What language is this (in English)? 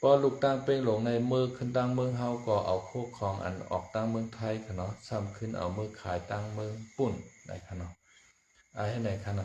Shan